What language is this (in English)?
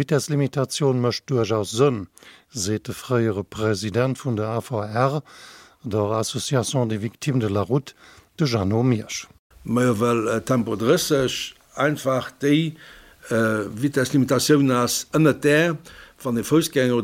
Luxembourgish